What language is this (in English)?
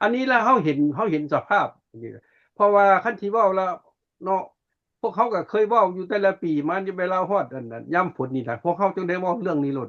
Lao